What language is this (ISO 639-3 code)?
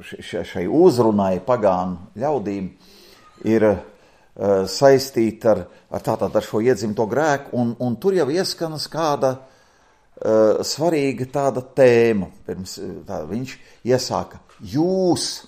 lav